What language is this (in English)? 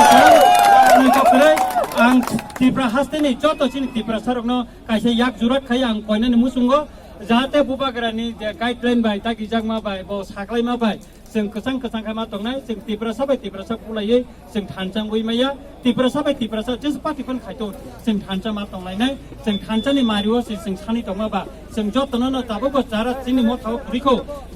Kok Borok